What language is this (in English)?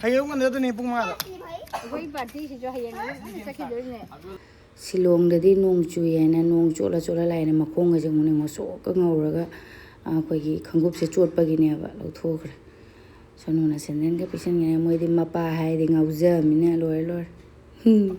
Manipuri